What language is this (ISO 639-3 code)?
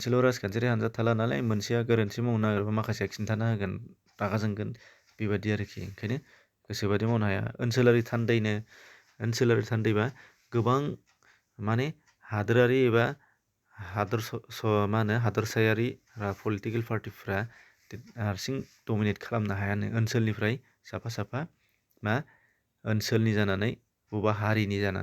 brx